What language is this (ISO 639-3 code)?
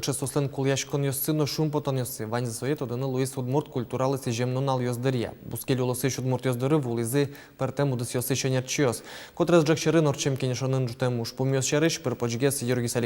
udm